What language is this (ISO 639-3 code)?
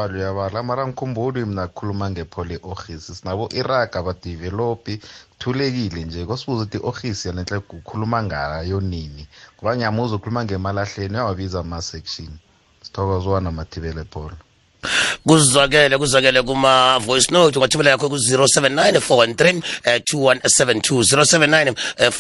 nbl